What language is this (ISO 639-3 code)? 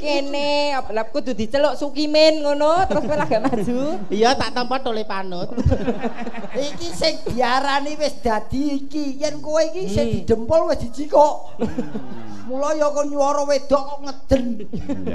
jav